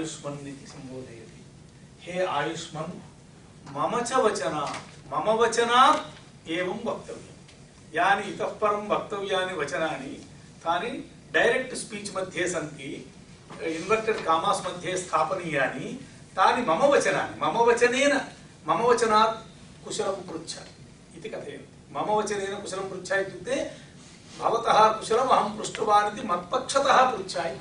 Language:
Sanskrit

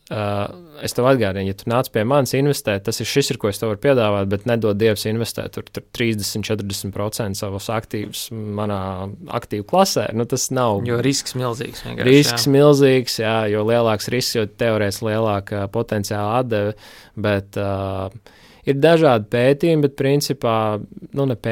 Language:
Latvian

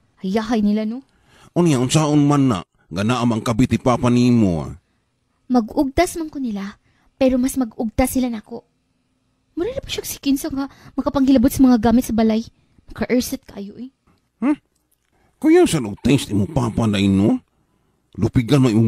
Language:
Cebuano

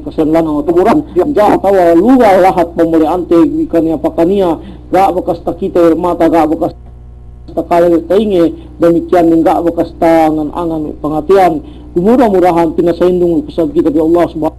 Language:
Yakan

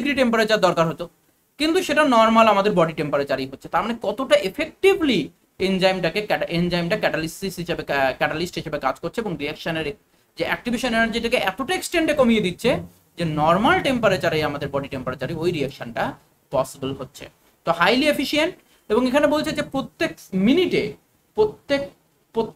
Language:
Bangla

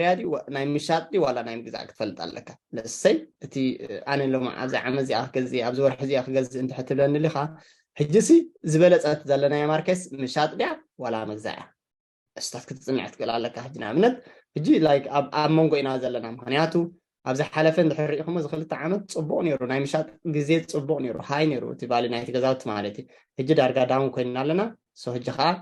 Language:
Tigrinya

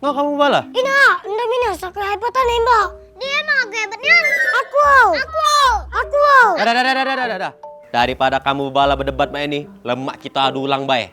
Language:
Musi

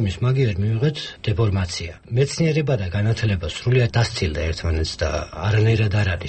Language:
Georgian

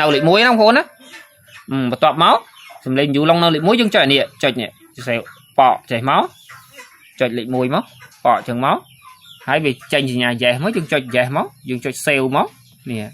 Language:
Khmer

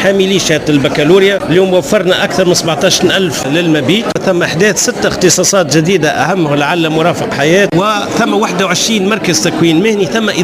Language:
Tunisian Arabic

